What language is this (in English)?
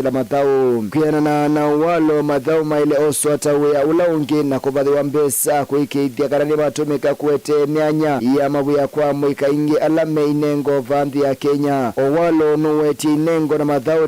Kamba